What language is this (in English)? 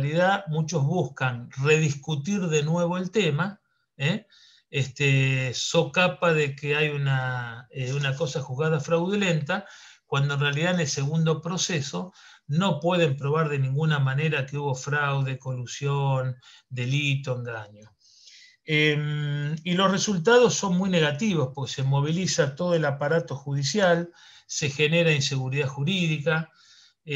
Spanish